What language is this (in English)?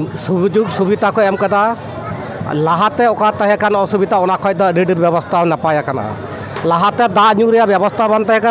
Santali